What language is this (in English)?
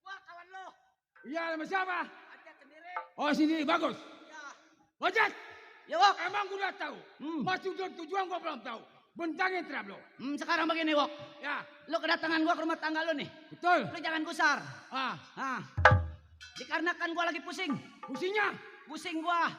Betawi